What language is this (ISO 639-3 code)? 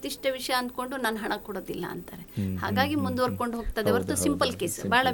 kan